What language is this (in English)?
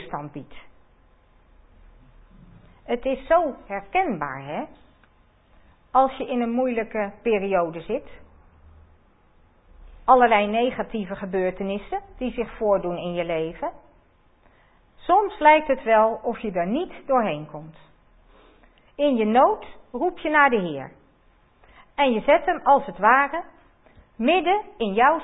Dutch